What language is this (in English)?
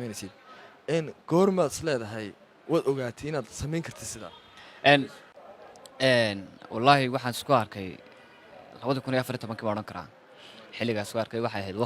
Somali